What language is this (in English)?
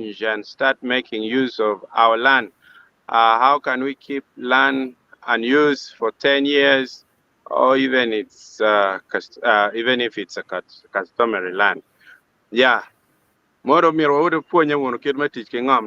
Acoli